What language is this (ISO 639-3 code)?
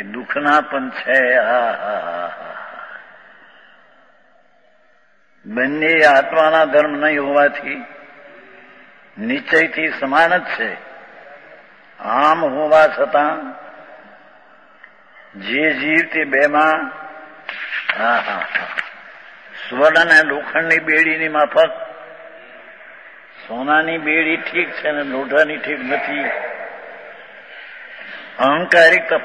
guj